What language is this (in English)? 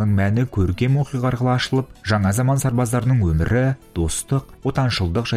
Kazakh